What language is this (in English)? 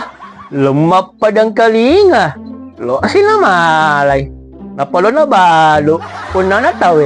Buginese